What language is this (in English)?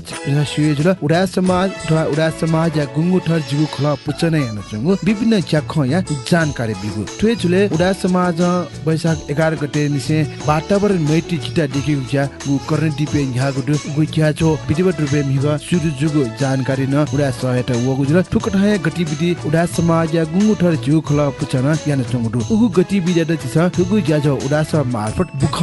Newari